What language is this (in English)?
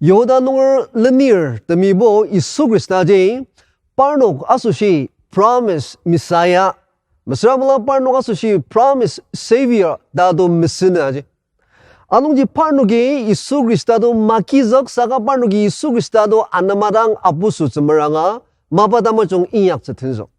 Ao Naga